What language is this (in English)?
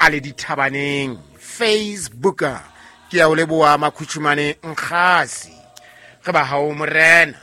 Southern Sotho